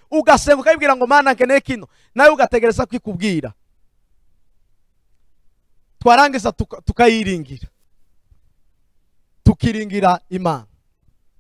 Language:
Kinyarwanda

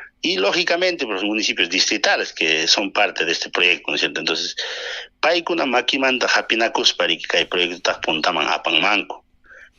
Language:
Ayacucho Quechua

